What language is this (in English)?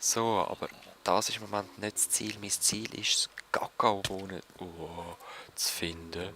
Swiss German